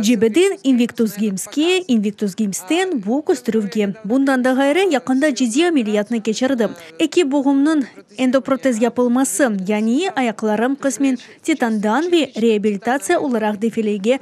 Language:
Crimean Tatar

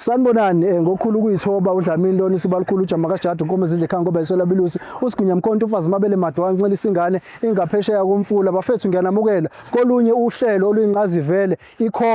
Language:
Zulu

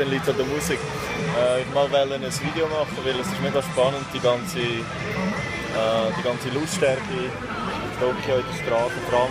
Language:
Swiss German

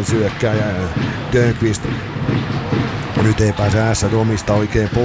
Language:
Finnish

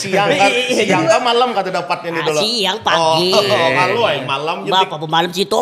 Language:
Banjar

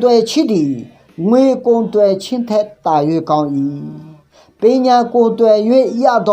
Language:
Akha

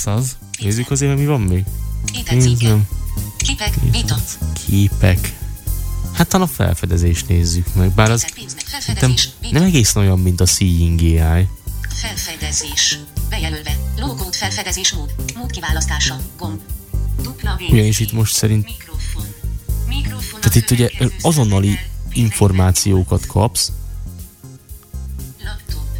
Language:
Hungarian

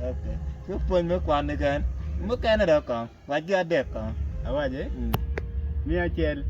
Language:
Acoli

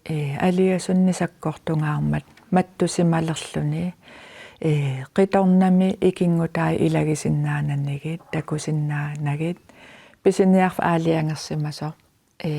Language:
Kalaallisut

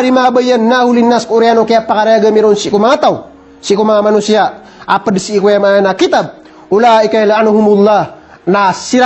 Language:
Maranao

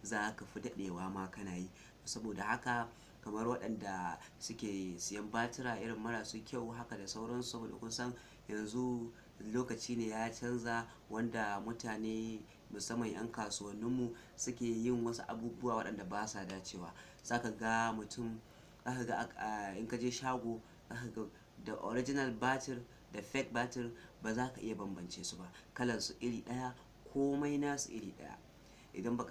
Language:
Hausa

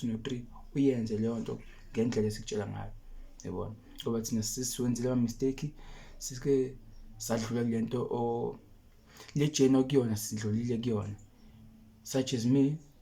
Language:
Zulu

